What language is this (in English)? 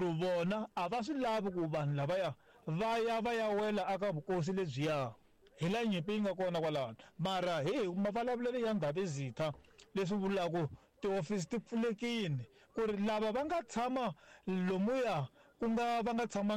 Tsonga